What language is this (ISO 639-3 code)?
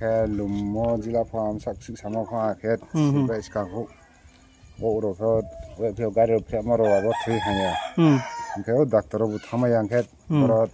ria